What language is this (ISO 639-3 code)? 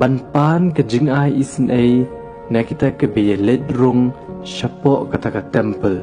kha